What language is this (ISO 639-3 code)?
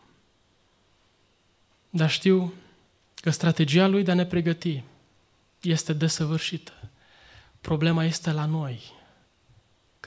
ron